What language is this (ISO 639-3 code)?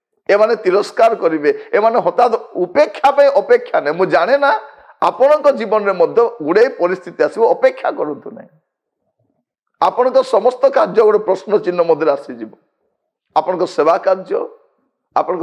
ori